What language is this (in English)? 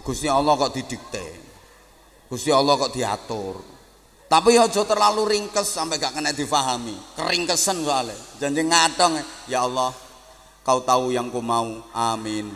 Javanese